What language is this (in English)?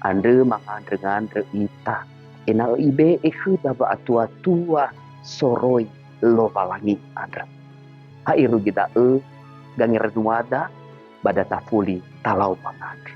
Nias